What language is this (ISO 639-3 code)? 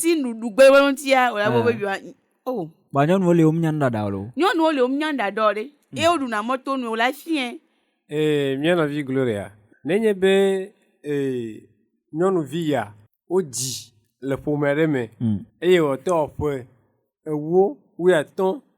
ewe